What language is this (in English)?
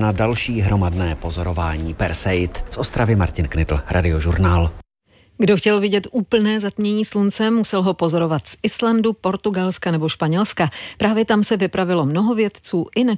Czech